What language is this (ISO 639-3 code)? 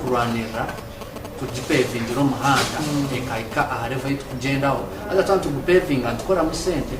nyn